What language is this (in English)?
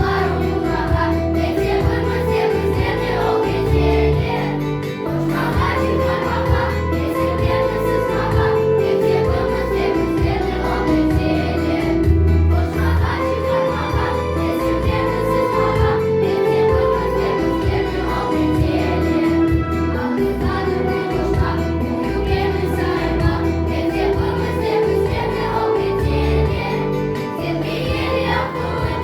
Crimean Tatar